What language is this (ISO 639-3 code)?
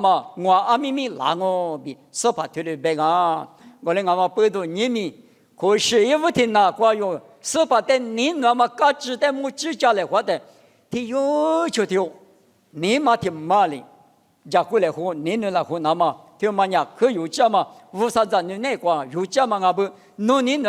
lis